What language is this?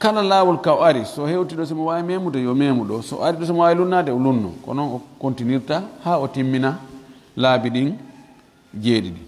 Fula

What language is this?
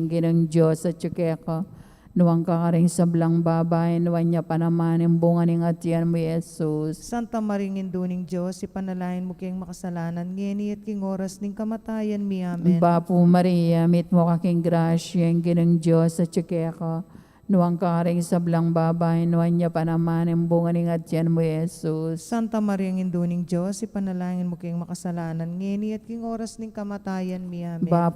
Pampanga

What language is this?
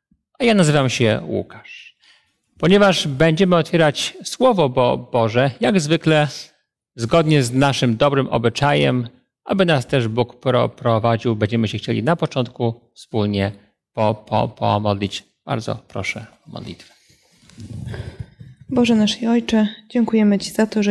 Polish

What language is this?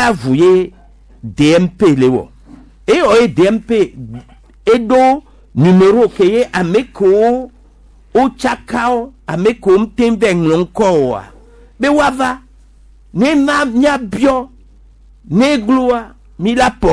Gen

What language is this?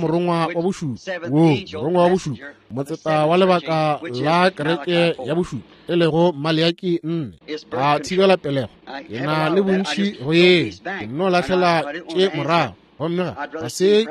Northern Sotho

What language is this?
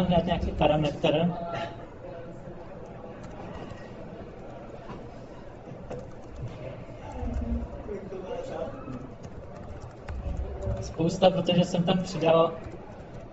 Czech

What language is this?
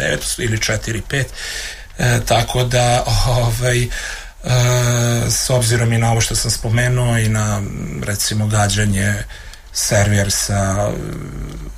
Serbian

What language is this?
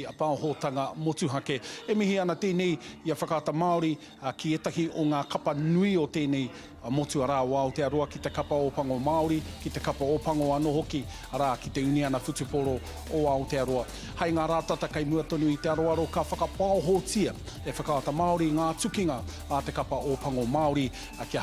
Māori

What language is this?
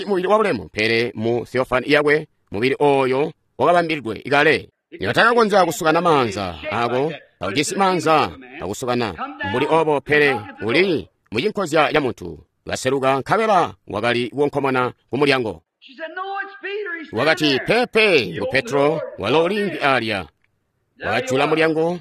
Tonga (Zambia)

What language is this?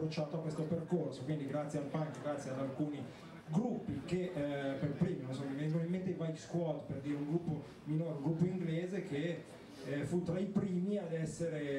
Italian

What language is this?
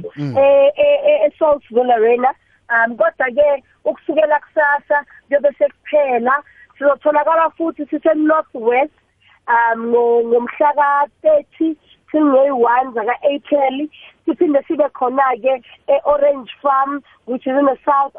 South Ndebele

